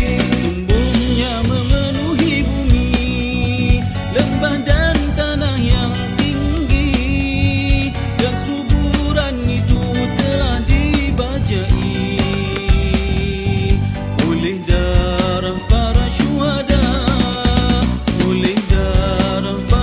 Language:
Malay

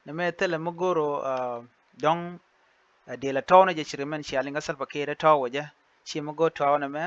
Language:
Nuer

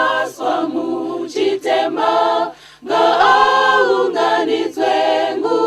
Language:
Shona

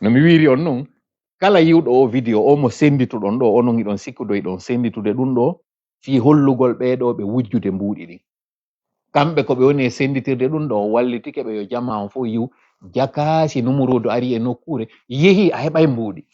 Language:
Fula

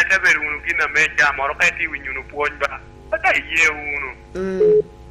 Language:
Lango (Uganda)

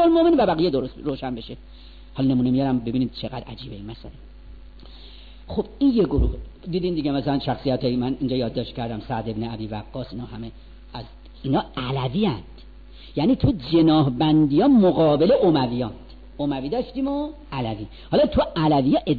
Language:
Persian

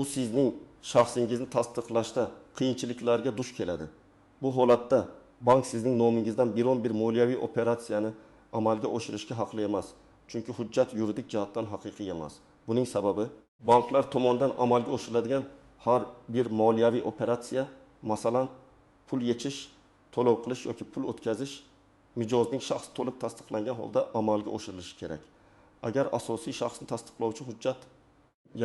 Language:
Uzbek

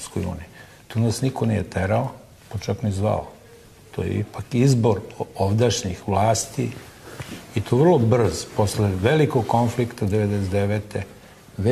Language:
Serbian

